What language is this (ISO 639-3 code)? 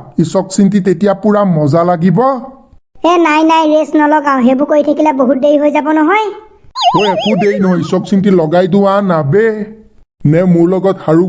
asm